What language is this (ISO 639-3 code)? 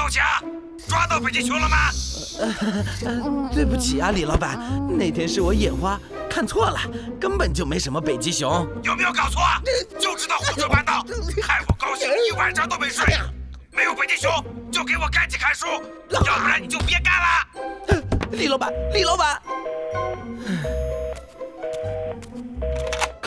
zho